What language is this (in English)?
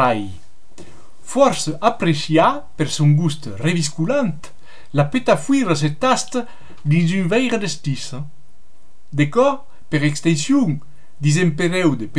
Occitan